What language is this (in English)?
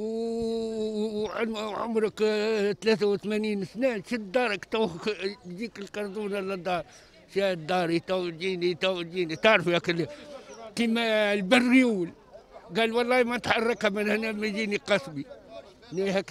Tunisian Arabic